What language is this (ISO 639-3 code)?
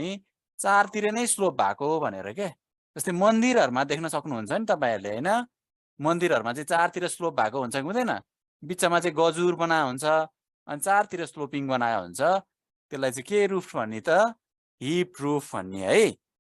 nep